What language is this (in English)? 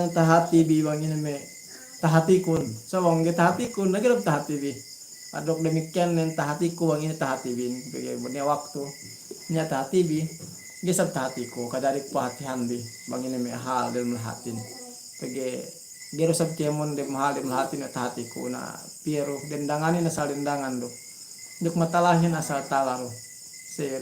Yakan